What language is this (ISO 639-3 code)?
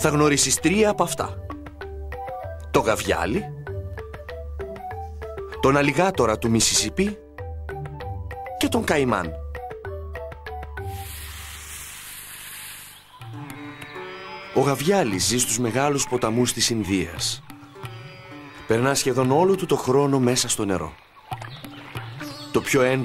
ell